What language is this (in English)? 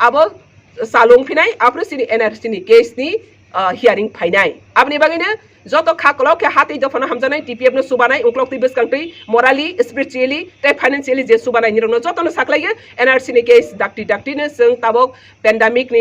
Kok Borok